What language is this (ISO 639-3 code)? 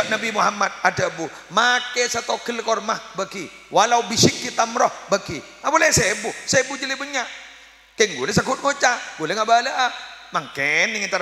mad